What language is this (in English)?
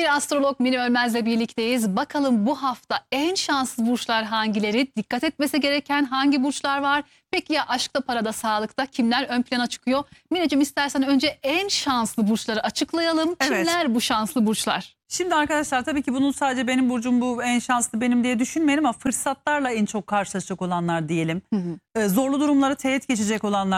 Turkish